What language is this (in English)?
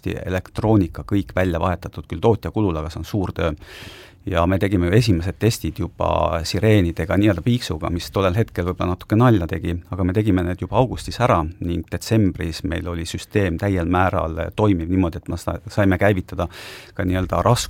Estonian